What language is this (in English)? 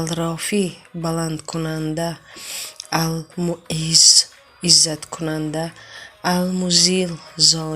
Tajik